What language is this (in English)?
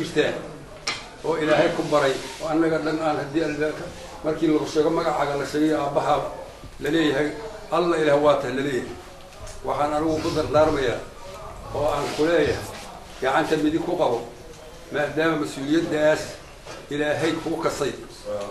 Somali